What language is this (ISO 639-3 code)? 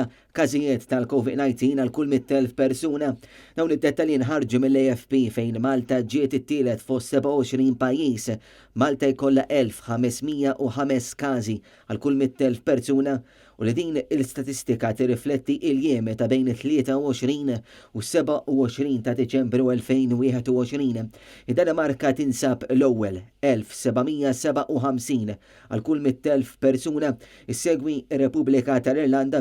mlt